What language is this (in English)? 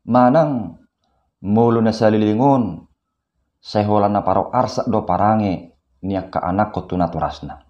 Batak Toba